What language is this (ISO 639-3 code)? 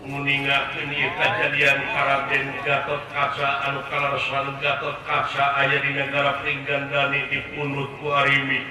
sun